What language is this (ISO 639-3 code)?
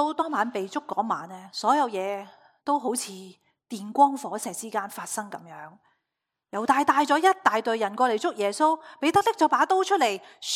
yue